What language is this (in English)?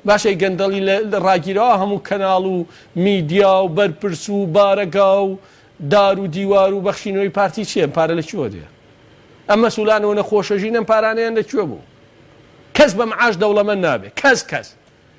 Central Kurdish